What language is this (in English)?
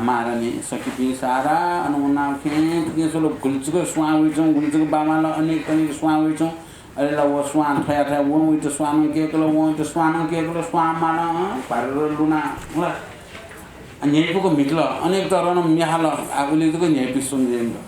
Newari